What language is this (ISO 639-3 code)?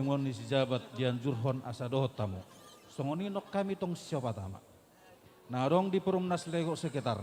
bts